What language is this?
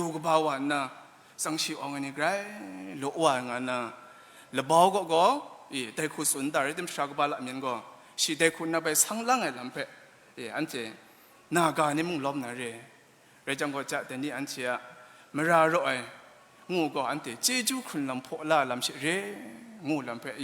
Kachin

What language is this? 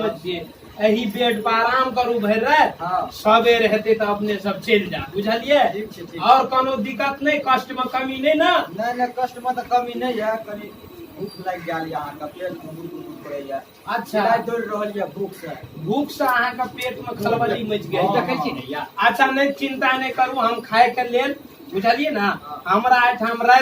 Maithili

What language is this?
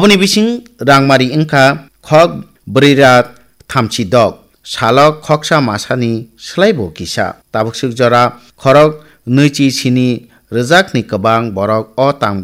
Kok Borok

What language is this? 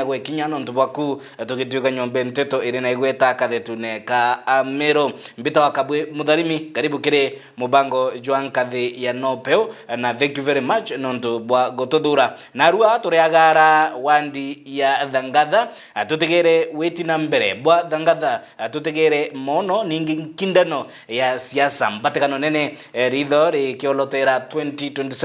Meru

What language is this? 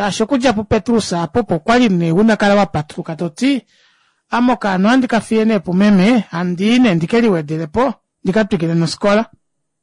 Kuanyama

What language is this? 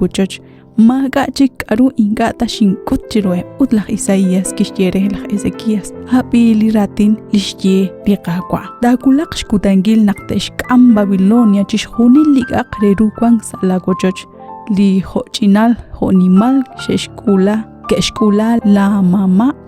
Kekchí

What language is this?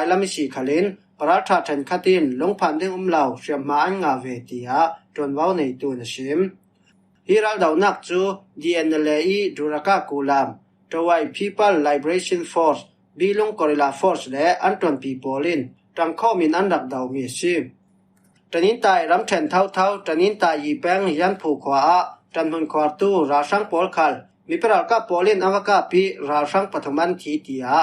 Falam Chin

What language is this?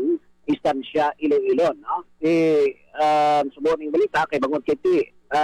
Hiligaynon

